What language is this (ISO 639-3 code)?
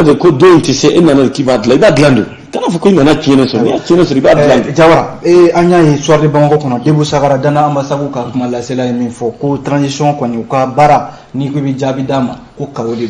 bam